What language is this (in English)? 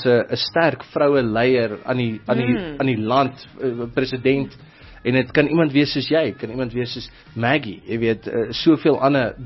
Afrikaans